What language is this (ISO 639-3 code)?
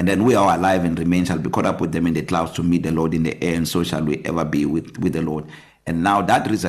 eng